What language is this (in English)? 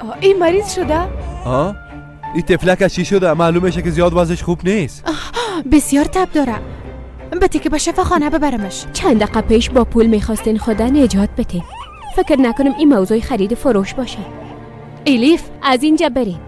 Persian